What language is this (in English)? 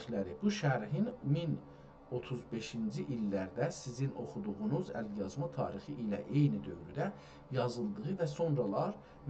South Azerbaijani